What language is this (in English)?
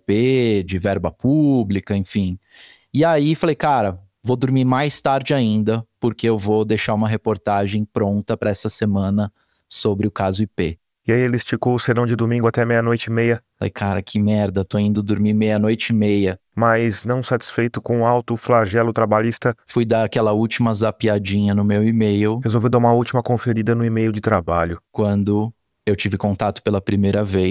Portuguese